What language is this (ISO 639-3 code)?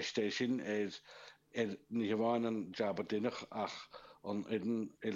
gle